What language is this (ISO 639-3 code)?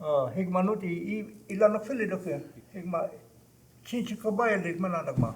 cho